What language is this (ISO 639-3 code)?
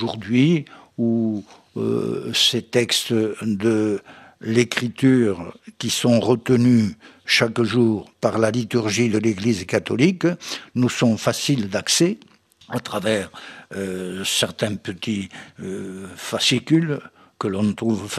fra